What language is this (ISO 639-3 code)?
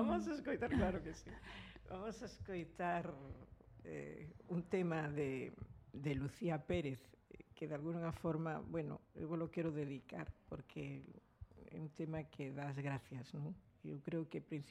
glg